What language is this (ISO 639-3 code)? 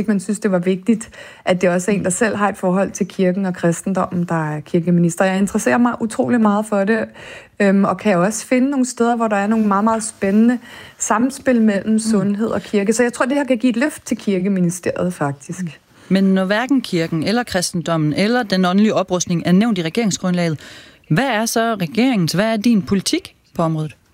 dan